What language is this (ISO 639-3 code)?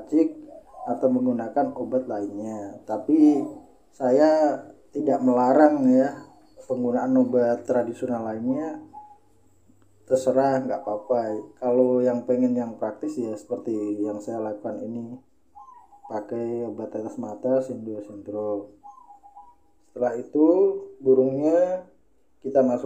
ind